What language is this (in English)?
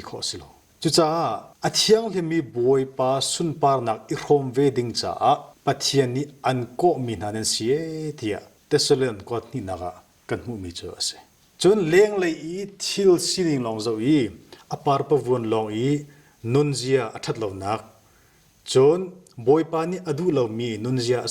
Hakha Chin